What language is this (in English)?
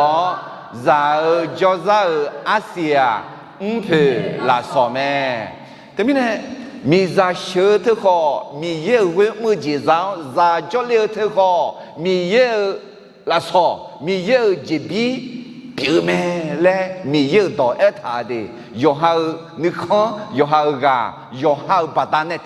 Akha